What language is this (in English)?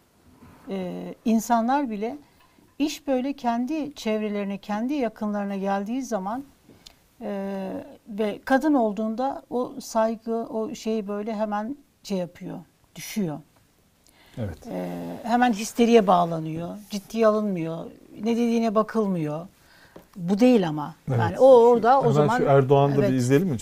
Turkish